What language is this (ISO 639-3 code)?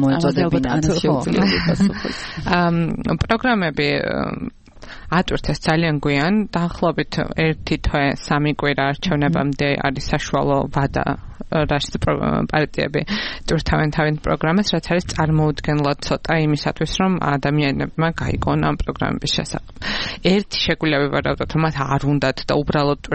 kat